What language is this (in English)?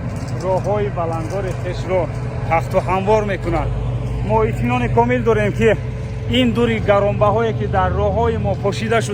Tajik